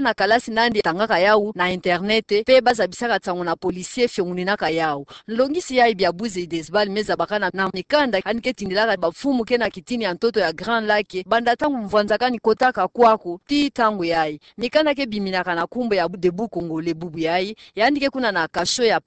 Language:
Kituba (Democratic Republic of Congo)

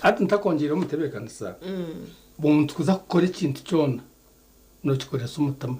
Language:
Nyankole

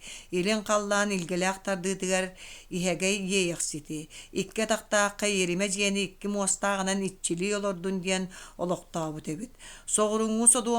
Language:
Yakut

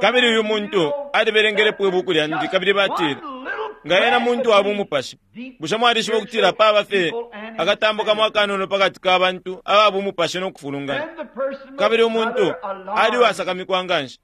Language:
Bemba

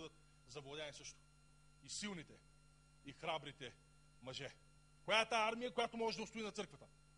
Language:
Bulgarian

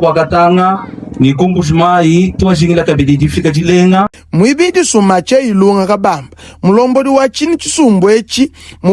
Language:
Luba-Lulua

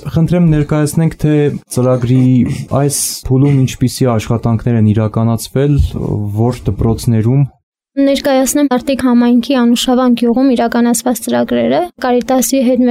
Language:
Armenian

